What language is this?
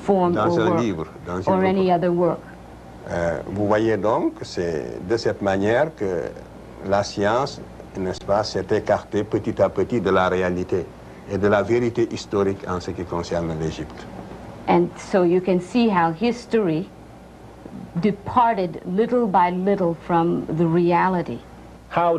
French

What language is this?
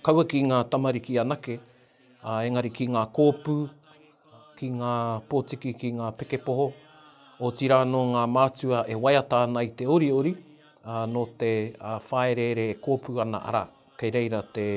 Māori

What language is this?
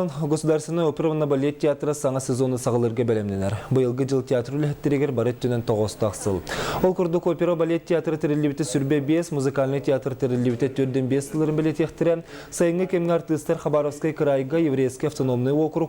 Yakut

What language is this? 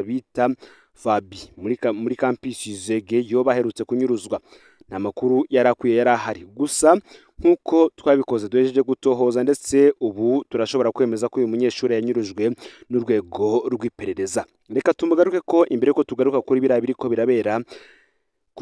Rundi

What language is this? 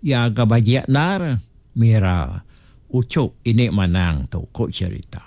Iban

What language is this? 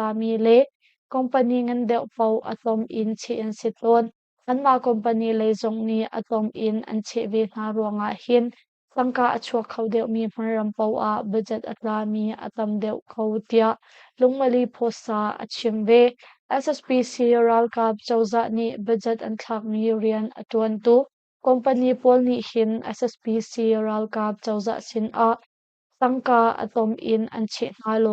Hakha Chin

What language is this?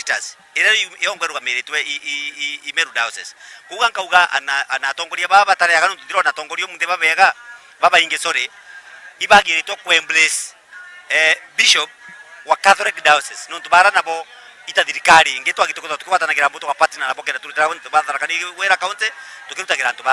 Meru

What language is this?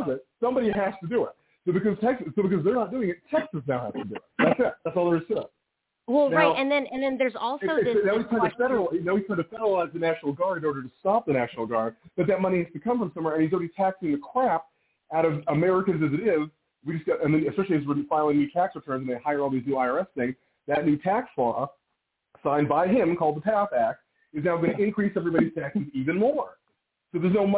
English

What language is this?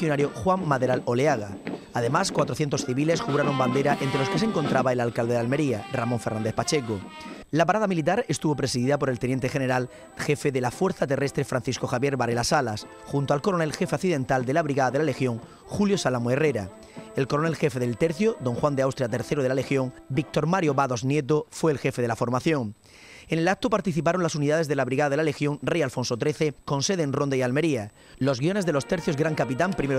Spanish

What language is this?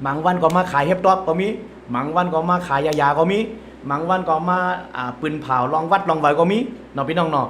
Shan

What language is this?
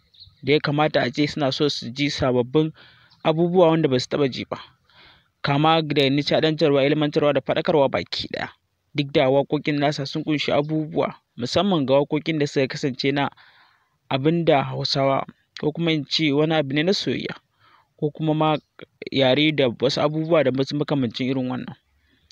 Hausa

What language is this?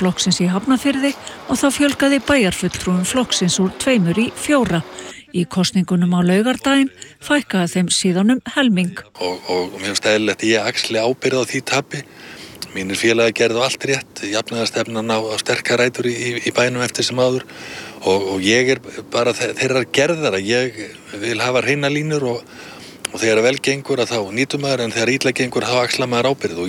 Icelandic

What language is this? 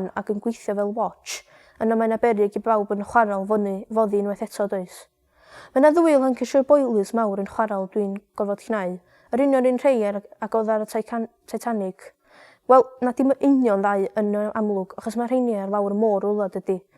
Welsh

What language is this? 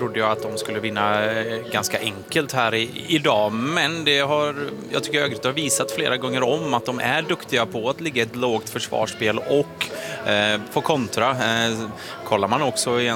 Swedish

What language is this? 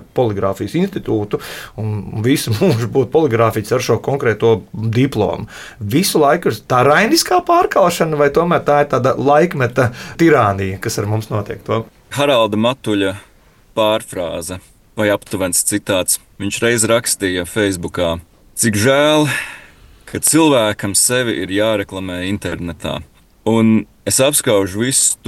Latvian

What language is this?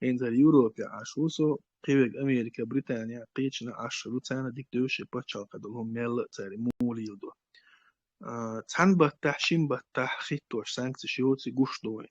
Chechen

